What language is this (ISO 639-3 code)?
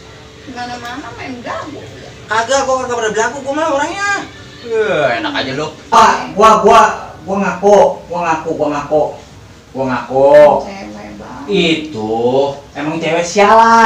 bew